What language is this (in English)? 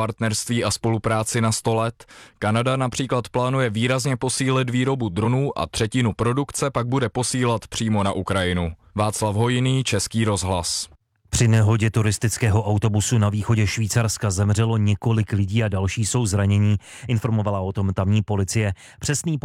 Czech